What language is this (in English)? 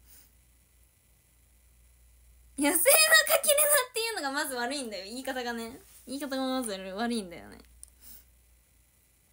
Japanese